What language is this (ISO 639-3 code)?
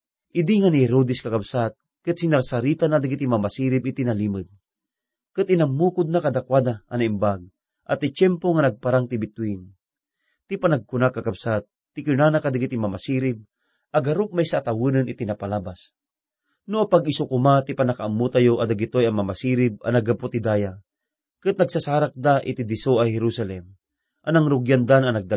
ilo